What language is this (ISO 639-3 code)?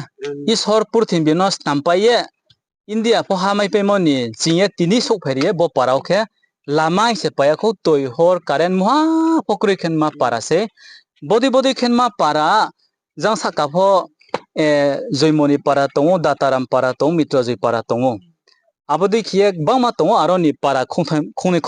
ria